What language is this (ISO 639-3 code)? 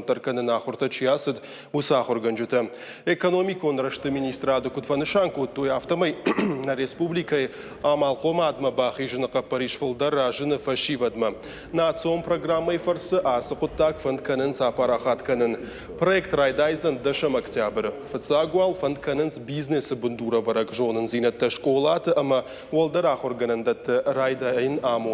oss